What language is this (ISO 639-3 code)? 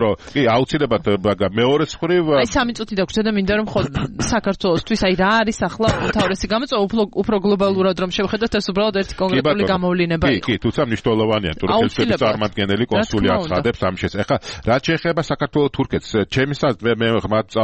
kat